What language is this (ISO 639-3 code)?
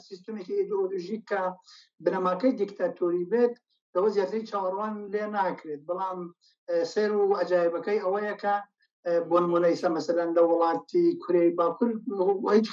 ckb